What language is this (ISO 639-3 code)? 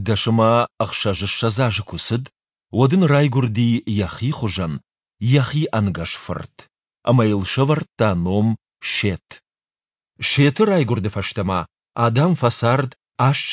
oss